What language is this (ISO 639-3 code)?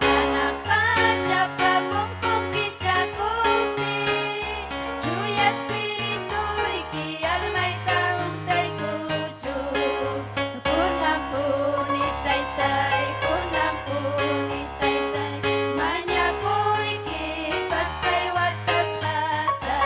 quy